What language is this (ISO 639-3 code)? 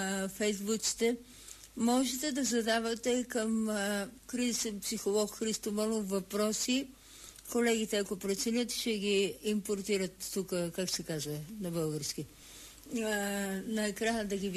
bul